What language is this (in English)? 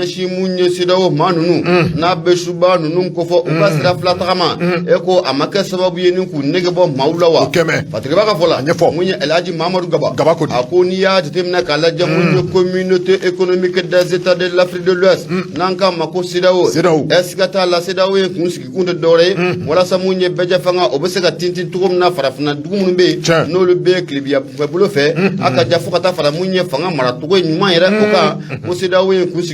Bambara